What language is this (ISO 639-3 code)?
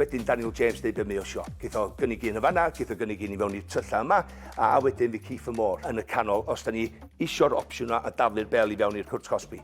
cym